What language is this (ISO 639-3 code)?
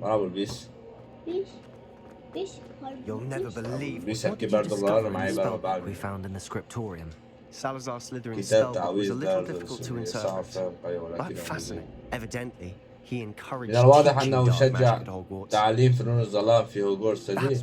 kur